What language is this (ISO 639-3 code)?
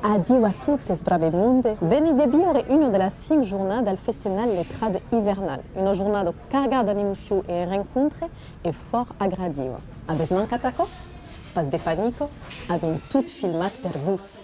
oci